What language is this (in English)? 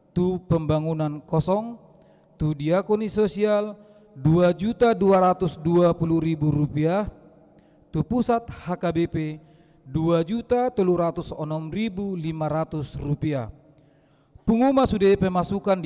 Batak Toba